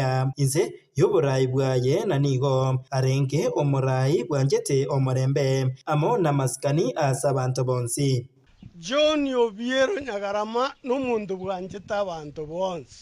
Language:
Gusii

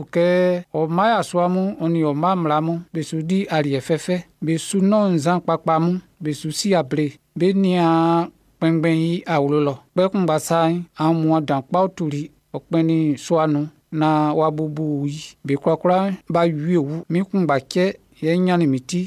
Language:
Baoulé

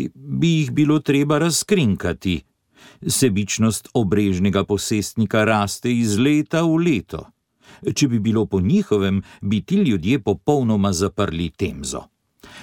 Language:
Slovenian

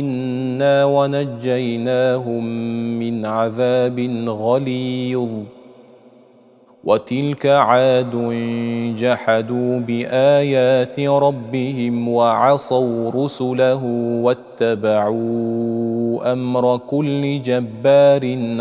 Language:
Arabic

